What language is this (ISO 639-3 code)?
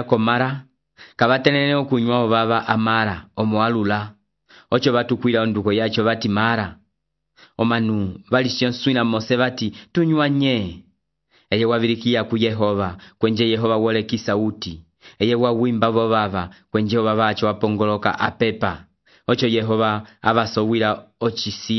umb